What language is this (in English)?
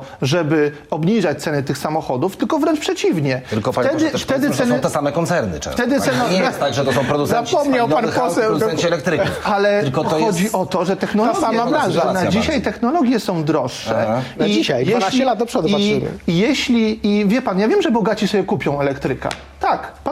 Polish